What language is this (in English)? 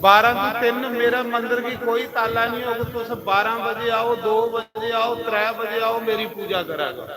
Dogri